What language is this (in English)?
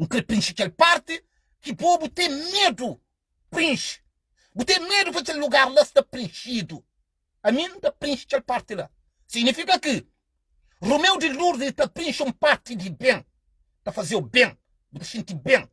Kabuverdianu